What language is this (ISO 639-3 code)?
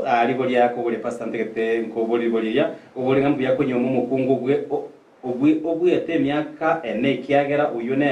guz